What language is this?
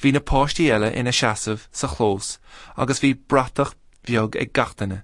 Irish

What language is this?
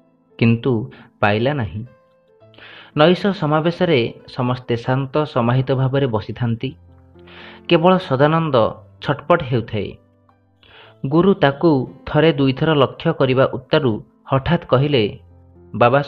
Odia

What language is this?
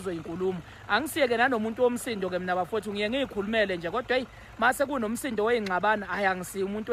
Zulu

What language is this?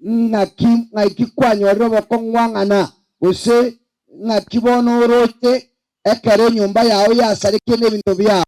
Gusii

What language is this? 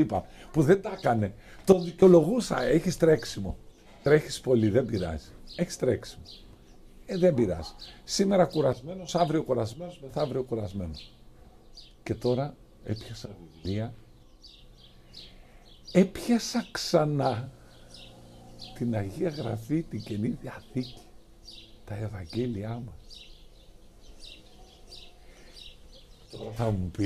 Greek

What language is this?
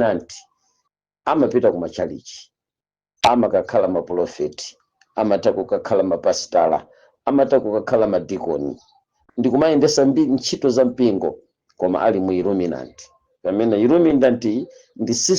Nyanja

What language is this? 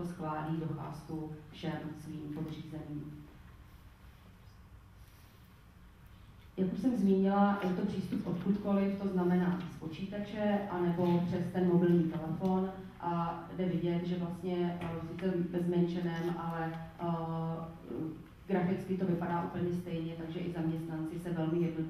Czech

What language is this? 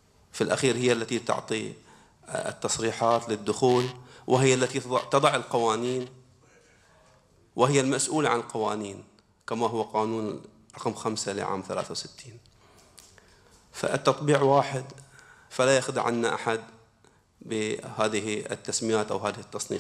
Arabic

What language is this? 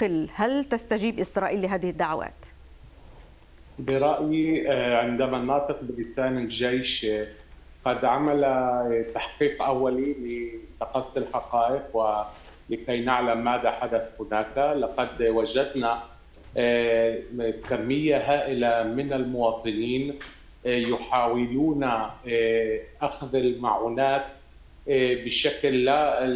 Arabic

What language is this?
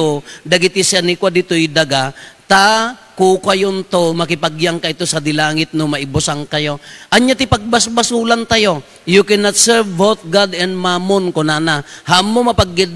Iloko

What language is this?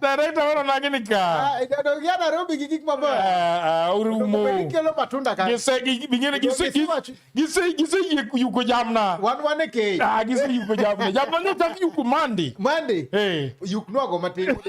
Luo (Kenya and Tanzania)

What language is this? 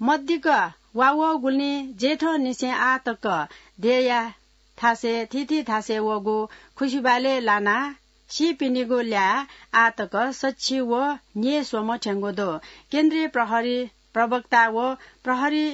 Newari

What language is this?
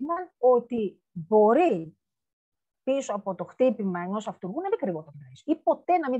Greek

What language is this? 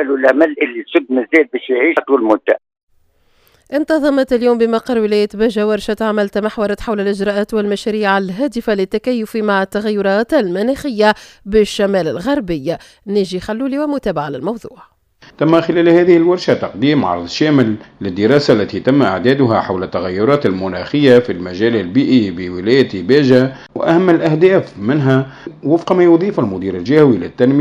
Arabic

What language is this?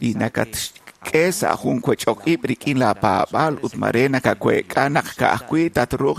Kekchí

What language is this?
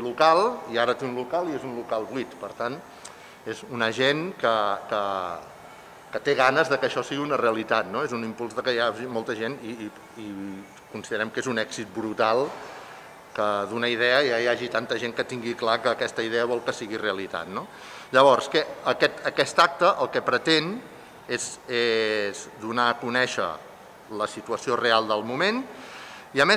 Catalan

